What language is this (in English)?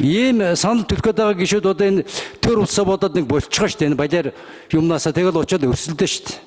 Mongolian